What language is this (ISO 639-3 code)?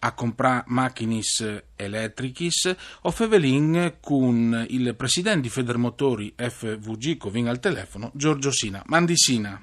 fur